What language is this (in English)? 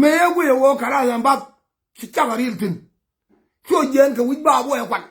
Nuer